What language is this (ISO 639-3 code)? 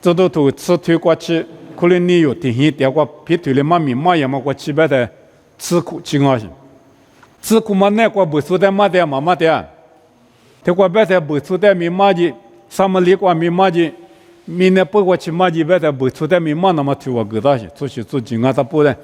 lis